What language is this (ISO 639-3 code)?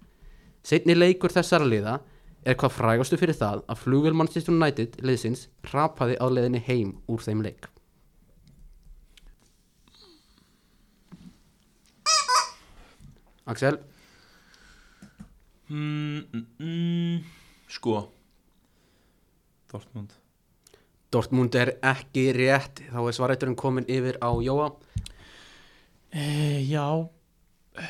isl